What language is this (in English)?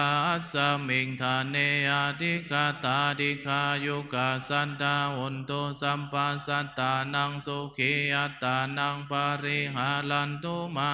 Pali